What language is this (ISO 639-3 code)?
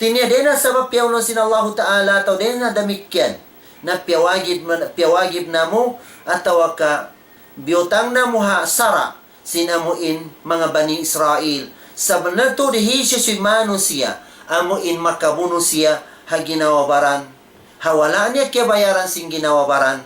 tsg